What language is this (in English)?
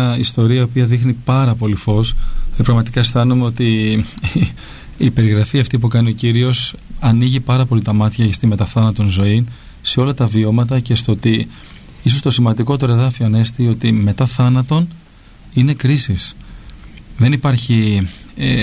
Greek